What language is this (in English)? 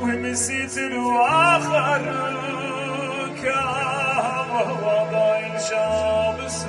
Yiddish